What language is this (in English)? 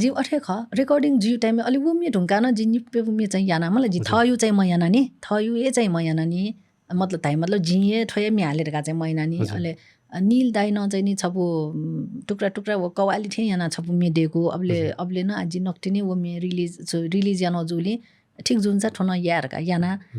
Newari